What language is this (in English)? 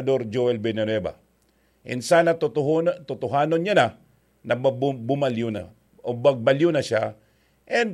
Bikol